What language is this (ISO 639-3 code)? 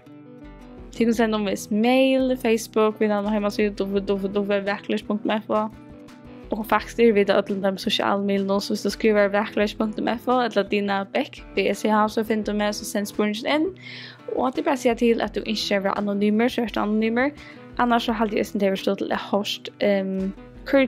fao